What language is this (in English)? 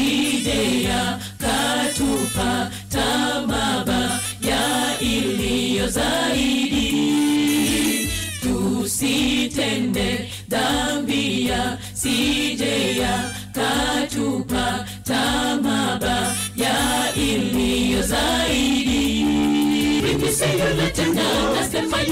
Swahili